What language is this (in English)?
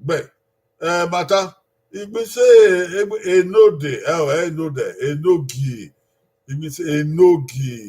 Bini